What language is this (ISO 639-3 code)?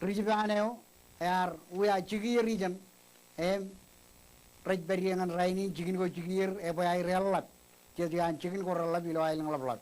mah